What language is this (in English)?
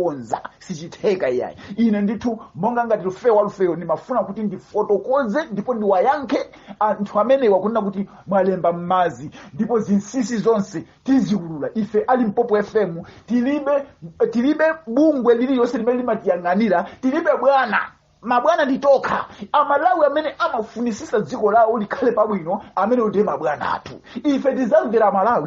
Nyanja